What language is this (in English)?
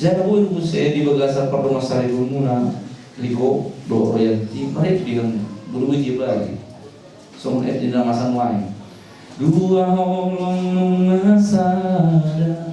Batak Toba